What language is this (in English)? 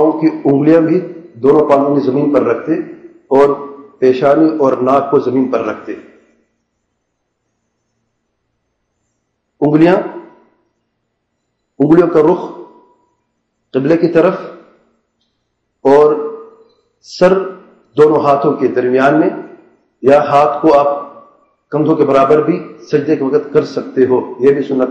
Urdu